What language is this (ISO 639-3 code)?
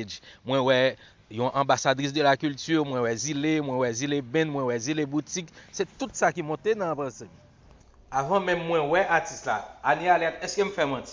hat